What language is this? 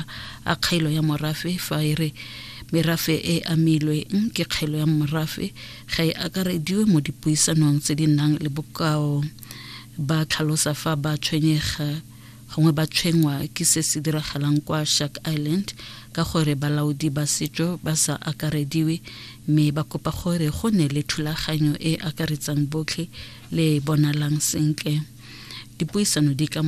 Tswana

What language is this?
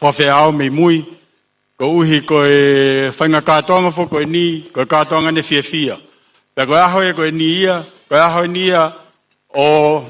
Tongan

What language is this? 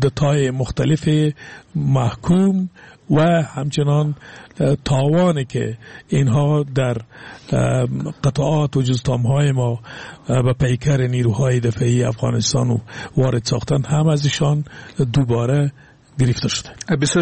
Persian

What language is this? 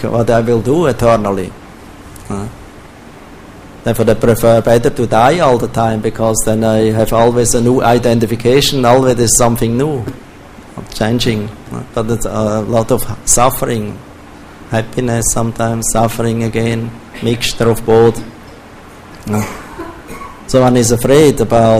English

